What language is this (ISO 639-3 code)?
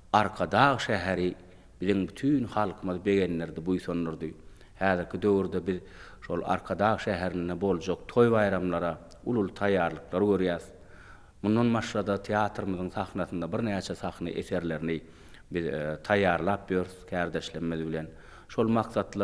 tuk